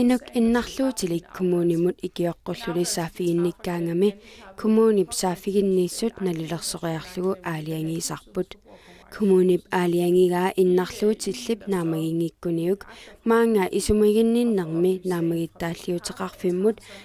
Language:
Kalaallisut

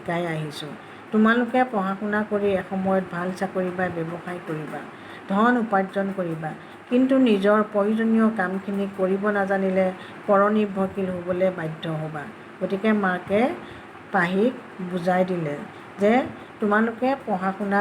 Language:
Assamese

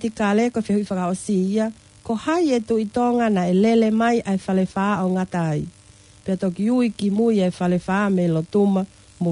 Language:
Tongan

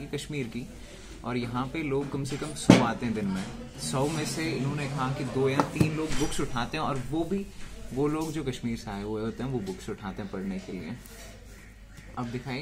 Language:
Hindi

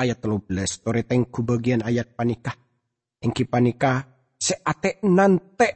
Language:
Madurese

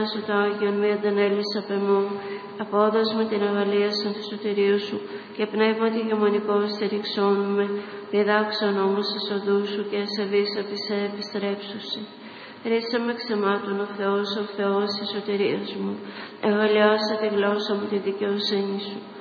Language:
Greek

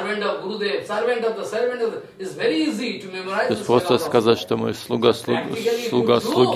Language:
Russian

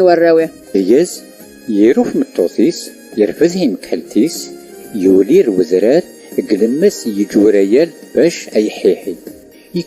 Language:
Kabyle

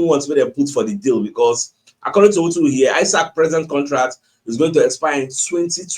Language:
Nigerian Pidgin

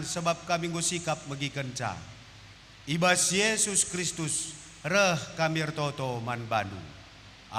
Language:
Batak Karo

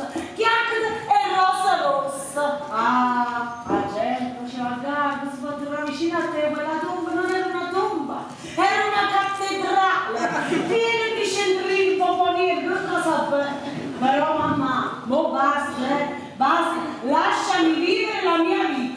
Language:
Neapolitan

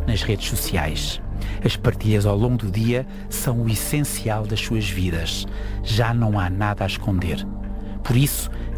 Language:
Portuguese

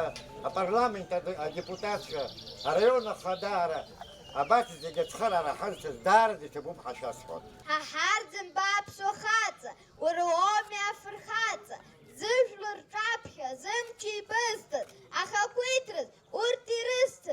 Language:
Abkhazian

